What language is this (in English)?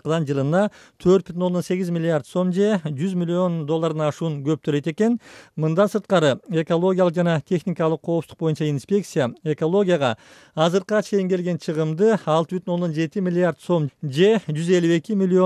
Kyrgyz